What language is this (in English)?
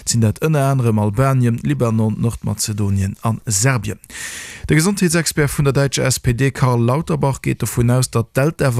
Luxembourgish